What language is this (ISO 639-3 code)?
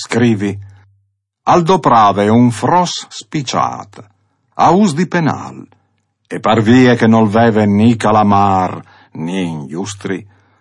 fur